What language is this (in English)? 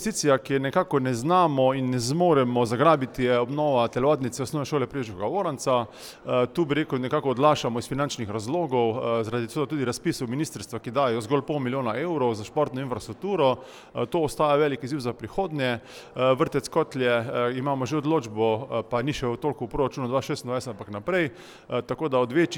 Slovenian